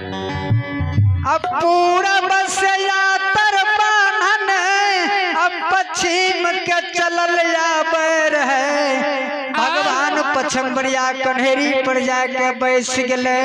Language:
Maithili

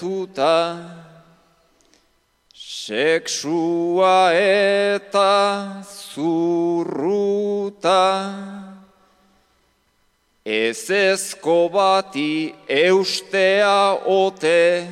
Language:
Basque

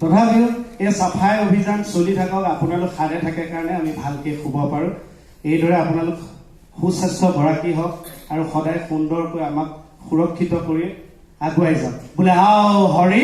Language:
Assamese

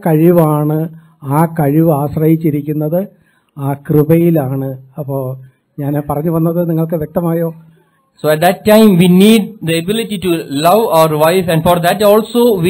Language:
Malayalam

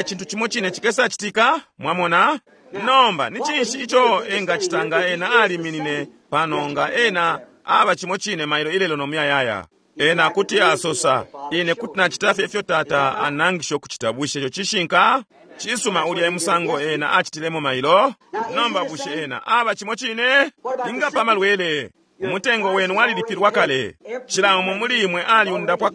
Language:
Bemba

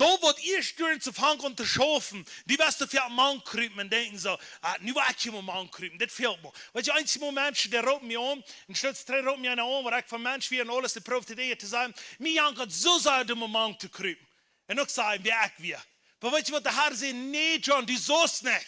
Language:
Plautdietsch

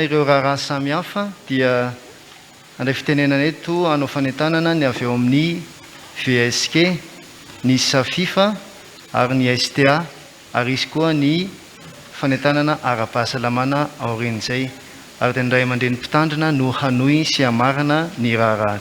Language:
Malagasy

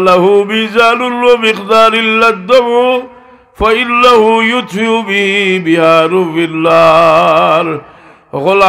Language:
Sylheti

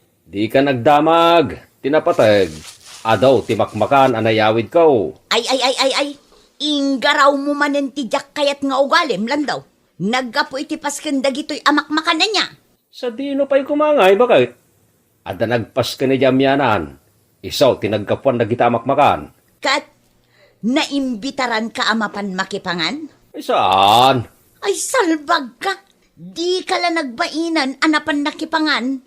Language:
Iloko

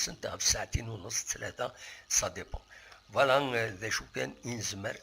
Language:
Kabyle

